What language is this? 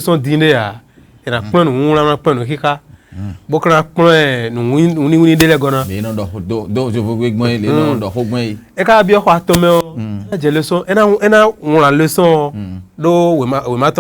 Fon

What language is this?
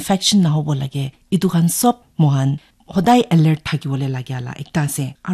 Naga Pidgin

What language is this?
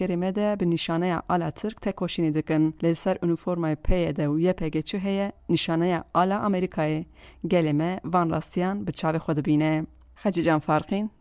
Kurdish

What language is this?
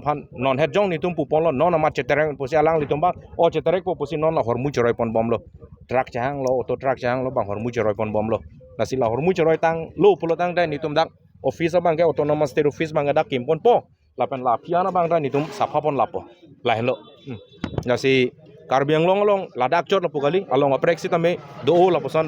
Karbi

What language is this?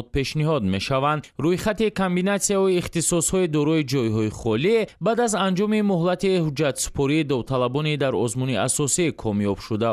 Tajik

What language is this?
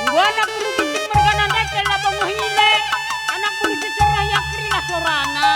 Batak Karo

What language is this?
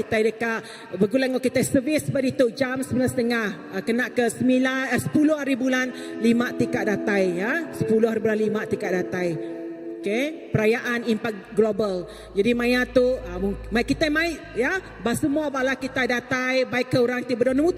Iban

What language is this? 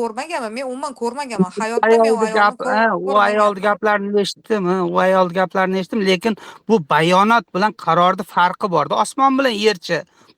Uzbek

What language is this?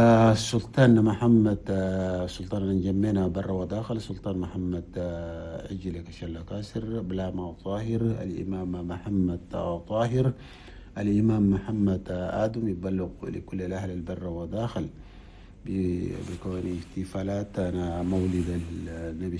Chadian Arabic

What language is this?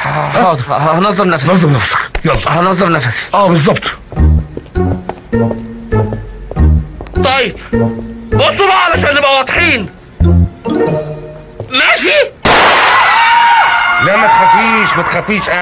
Egyptian Arabic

